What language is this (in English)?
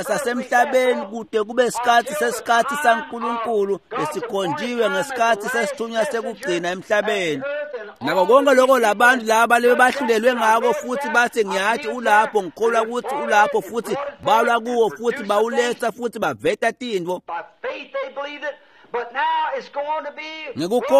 Swati